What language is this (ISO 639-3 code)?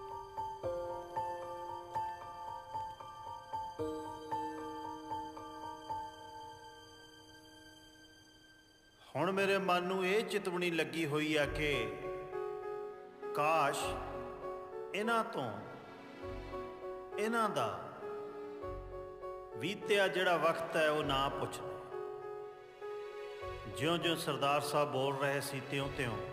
pan